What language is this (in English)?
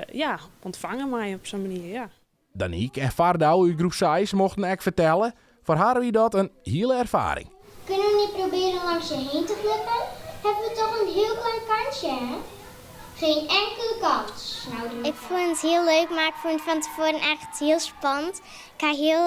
Western Frisian